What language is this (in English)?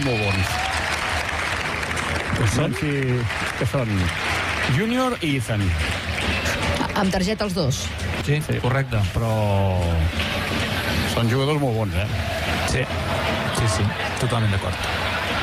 Catalan